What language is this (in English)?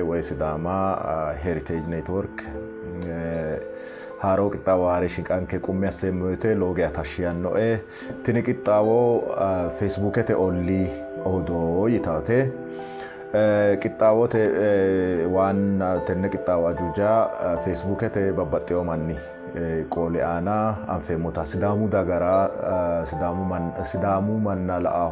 Sidamo